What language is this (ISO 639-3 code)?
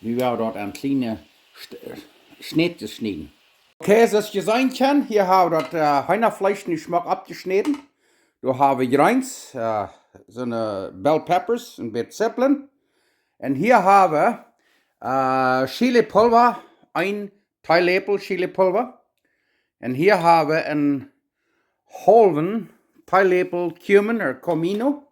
pdt